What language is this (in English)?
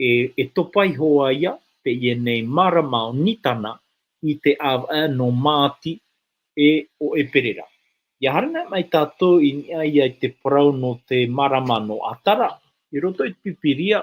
Tahitian